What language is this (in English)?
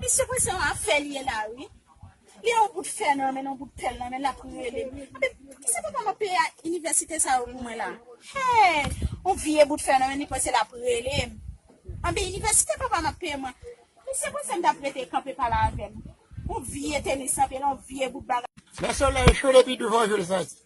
Haitian Creole